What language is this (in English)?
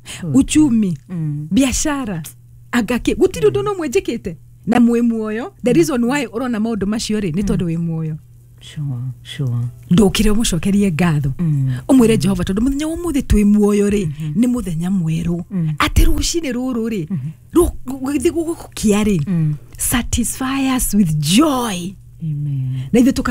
Kikuyu